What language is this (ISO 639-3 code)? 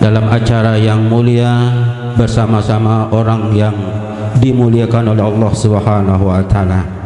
sas